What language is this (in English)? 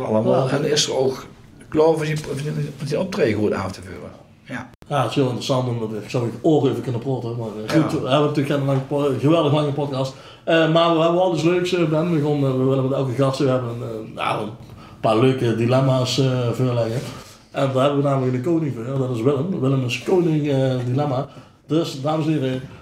Limburgish